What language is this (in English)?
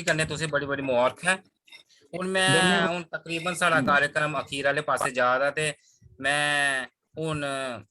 Dogri